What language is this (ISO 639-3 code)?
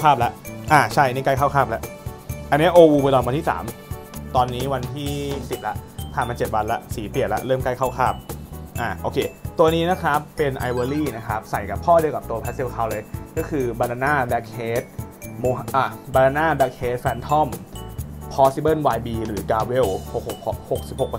tha